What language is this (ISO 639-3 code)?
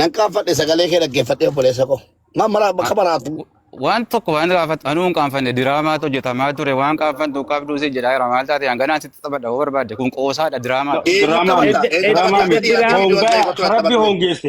orm